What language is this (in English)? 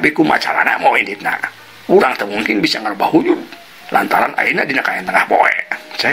Sundanese